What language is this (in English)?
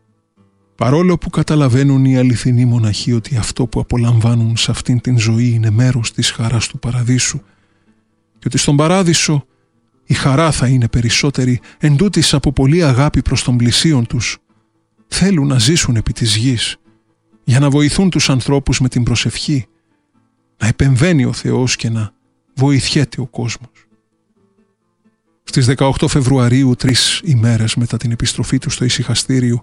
Greek